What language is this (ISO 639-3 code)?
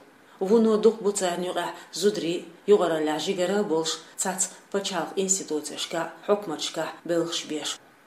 che